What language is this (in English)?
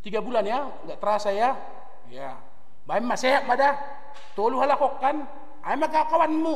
Batak Simalungun